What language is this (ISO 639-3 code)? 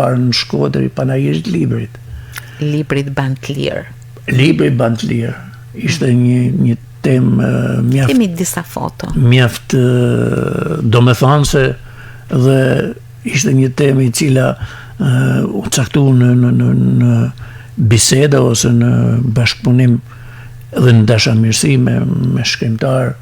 sqi